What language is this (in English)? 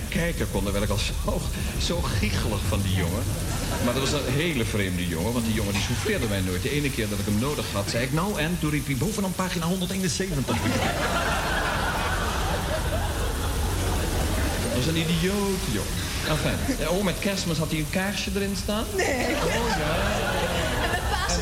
Dutch